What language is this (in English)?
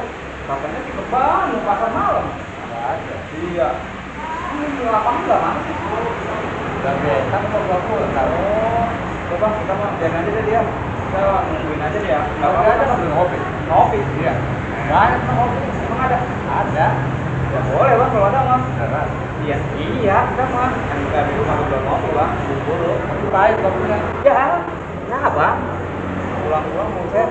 Betawi